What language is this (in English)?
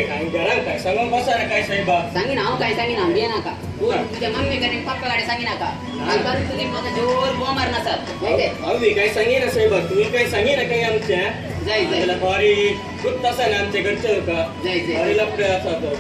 Konkani